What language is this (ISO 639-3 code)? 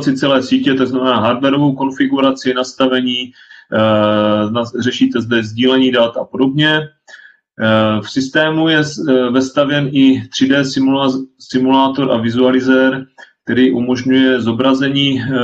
ces